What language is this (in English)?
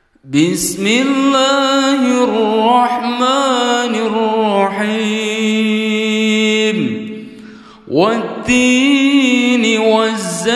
Arabic